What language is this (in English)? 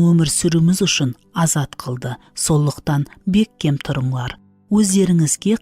Kara-Kalpak